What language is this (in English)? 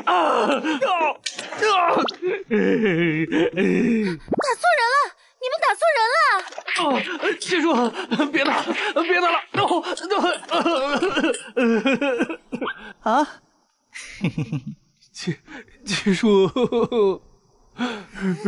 Chinese